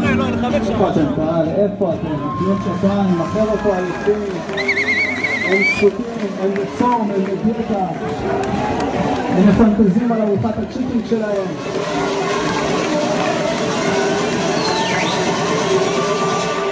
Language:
Hebrew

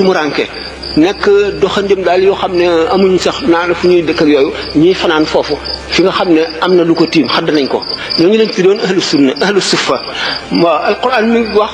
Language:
Wolof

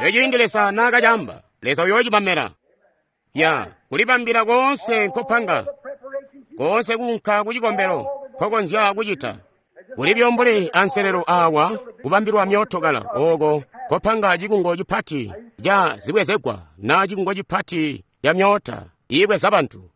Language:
Tonga (Zambia)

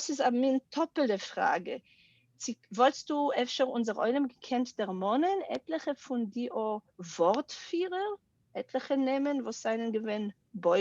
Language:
Yiddish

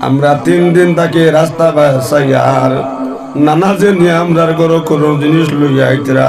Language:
Sylheti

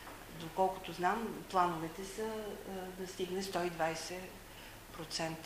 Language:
Bulgarian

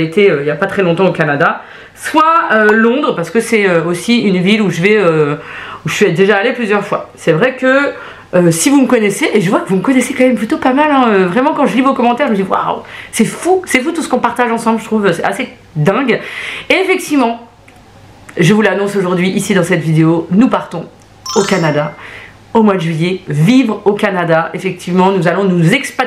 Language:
French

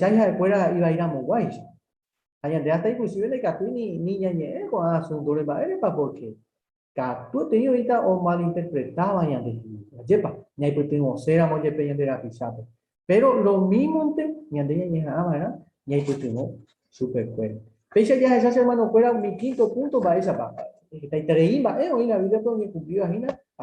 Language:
Guarani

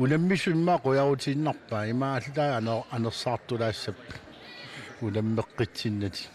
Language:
Kalaallisut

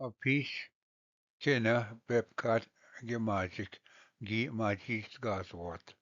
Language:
Ojibwa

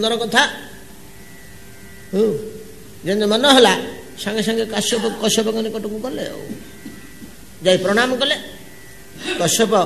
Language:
Odia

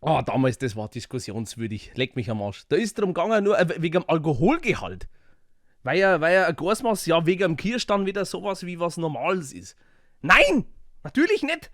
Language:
Bavarian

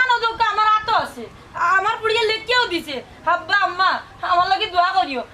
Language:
Sylheti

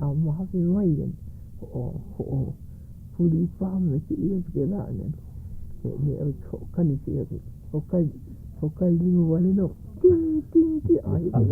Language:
Hawaiian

